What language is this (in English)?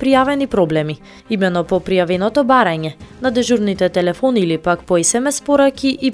Macedonian